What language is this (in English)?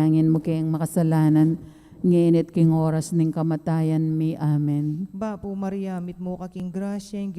Pampanga